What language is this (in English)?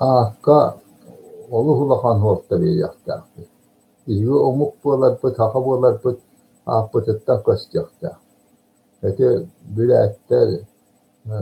Yakut